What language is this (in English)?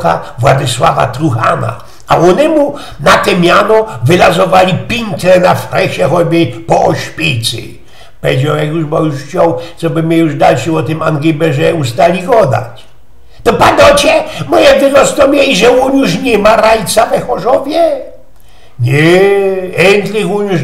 Silesian